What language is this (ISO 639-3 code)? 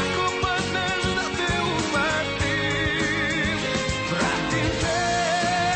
hrv